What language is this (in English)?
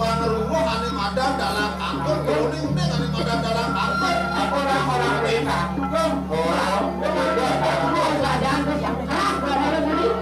Balinese